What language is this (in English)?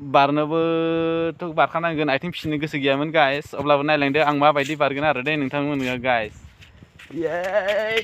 Bodo